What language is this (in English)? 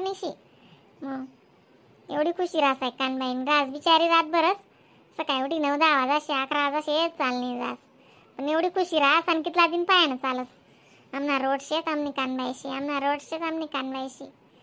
Khandesi